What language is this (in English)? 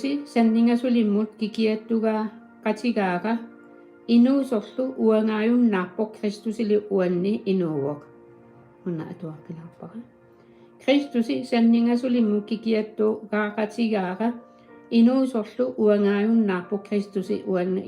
Kalaallisut